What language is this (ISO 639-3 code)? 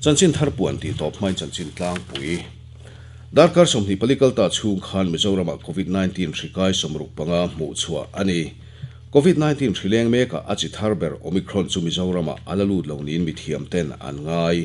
lus